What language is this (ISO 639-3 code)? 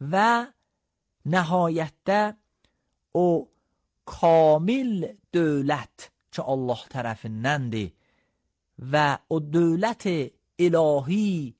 aze